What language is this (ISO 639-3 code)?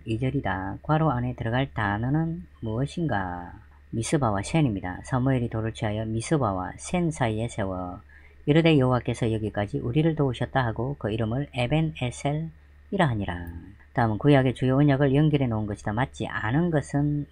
kor